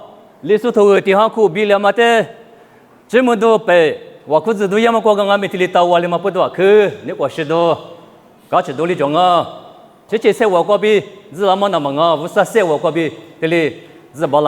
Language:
Lisu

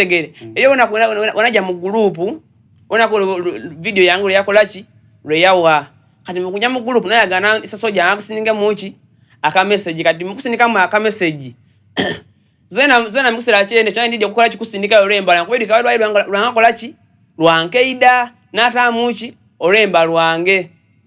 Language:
Soga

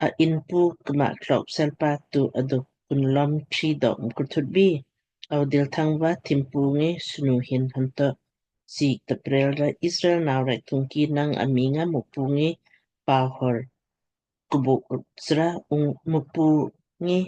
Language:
Lamkang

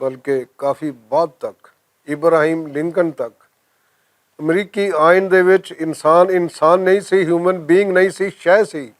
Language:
Western Panjabi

